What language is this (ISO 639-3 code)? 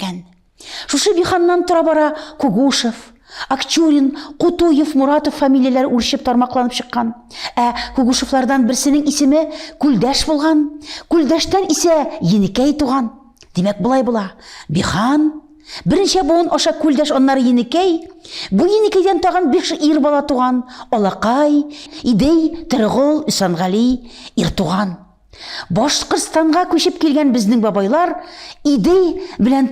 tat